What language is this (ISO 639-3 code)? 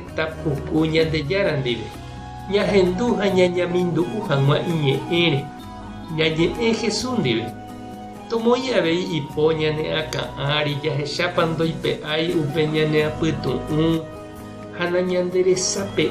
grn